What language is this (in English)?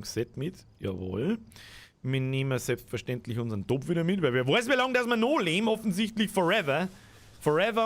Bavarian